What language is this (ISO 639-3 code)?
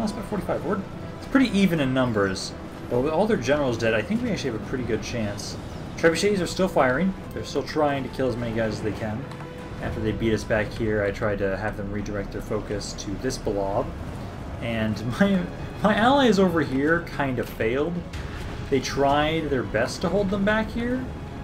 eng